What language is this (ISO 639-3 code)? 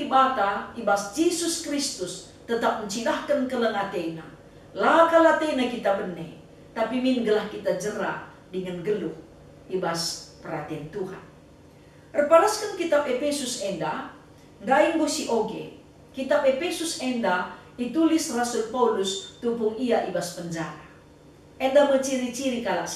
btx